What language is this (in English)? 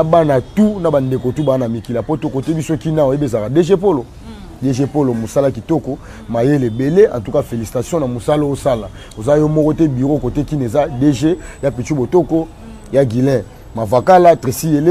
Lingala